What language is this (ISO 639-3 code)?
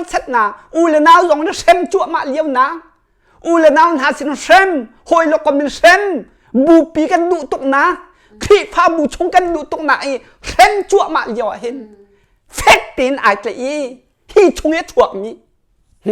cnh